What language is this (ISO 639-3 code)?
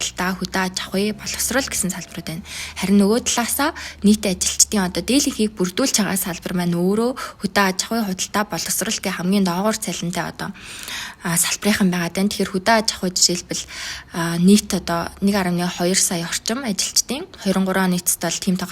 mon